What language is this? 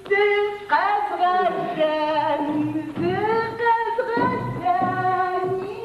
Adyghe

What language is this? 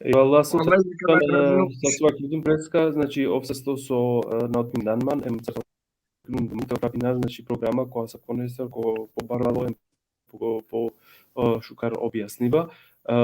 Balkan Romani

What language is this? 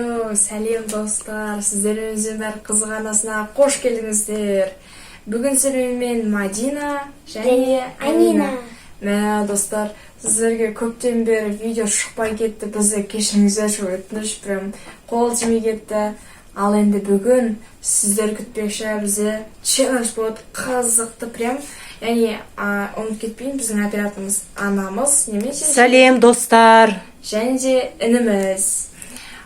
Kazakh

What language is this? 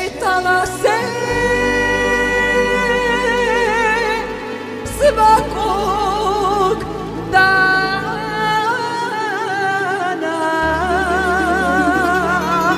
Croatian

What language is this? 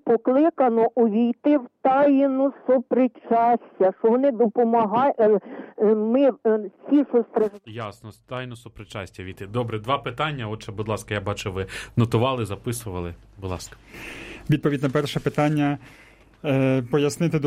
Ukrainian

